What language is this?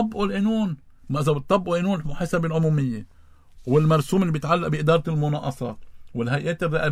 North Levantine Arabic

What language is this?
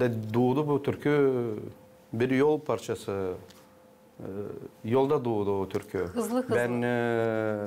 Gagauz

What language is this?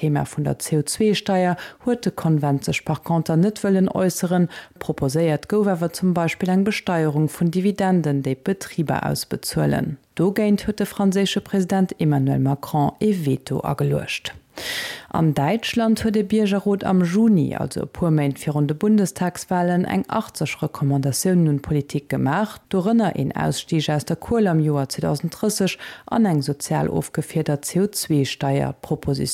Luxembourgish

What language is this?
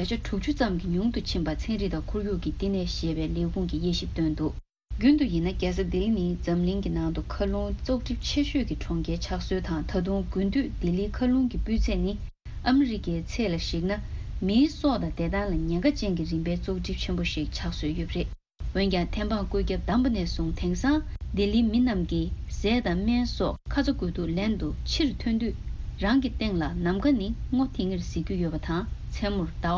Tibetan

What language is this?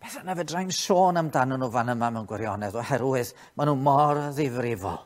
Welsh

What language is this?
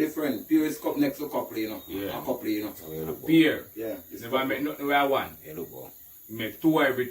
Jamaican Creole English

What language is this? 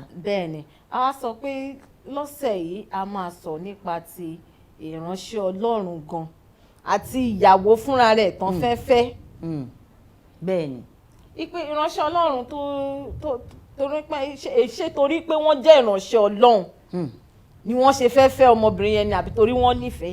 Yoruba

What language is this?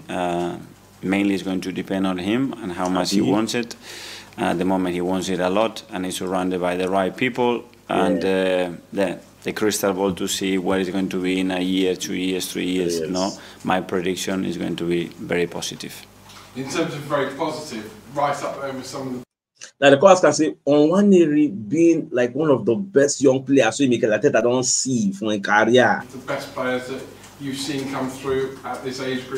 Nigerian Pidgin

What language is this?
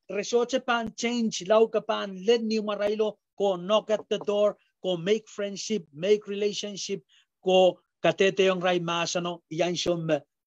Pohnpeian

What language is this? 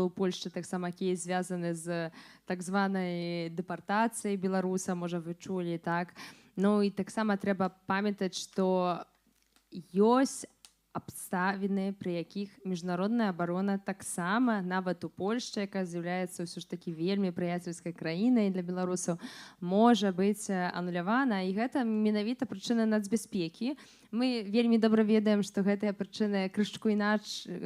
Belarusian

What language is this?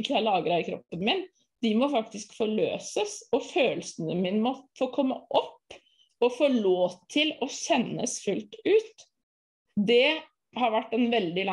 Norwegian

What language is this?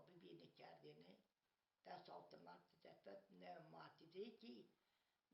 Zaza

